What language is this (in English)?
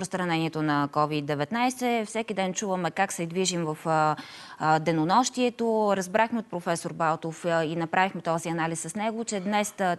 Bulgarian